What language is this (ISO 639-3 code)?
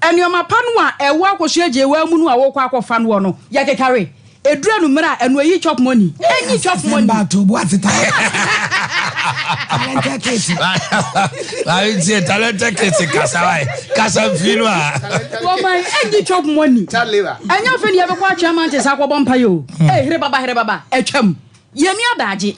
aka